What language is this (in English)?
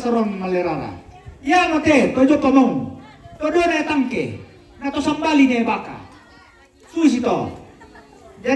Toraja-Sa'dan